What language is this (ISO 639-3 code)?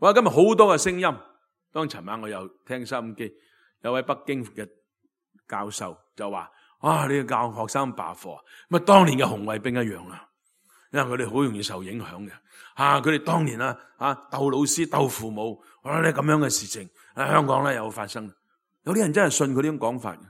yue